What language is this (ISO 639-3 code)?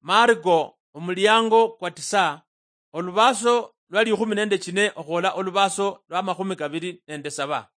luy